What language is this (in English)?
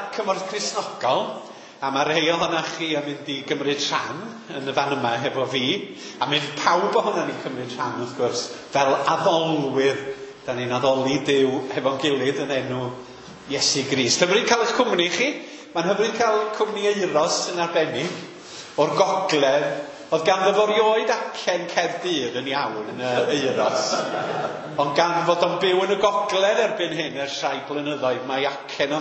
Welsh